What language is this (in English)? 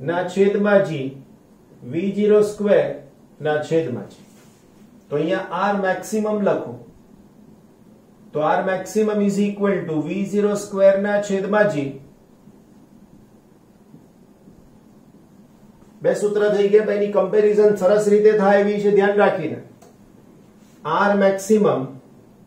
Gujarati